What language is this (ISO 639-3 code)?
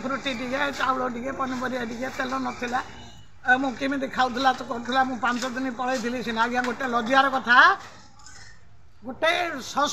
ori